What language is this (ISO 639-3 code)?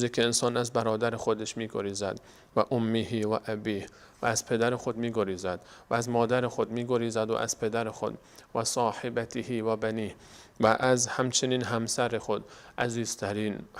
fas